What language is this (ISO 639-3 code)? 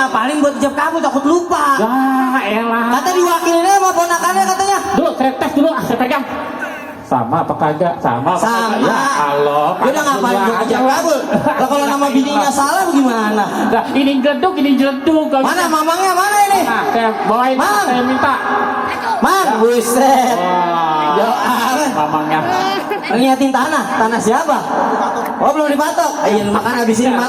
bew